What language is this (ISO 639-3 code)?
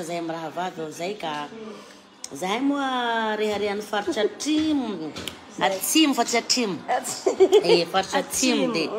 mlg